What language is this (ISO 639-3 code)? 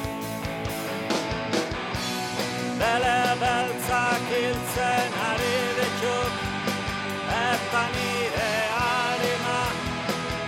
eus